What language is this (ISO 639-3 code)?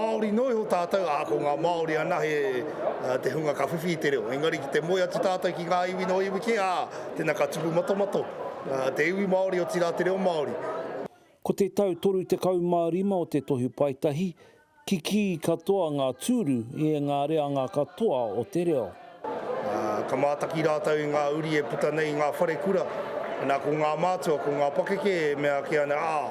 mri